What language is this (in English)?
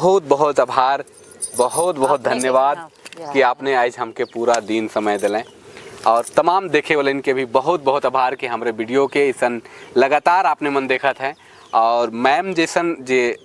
Sadri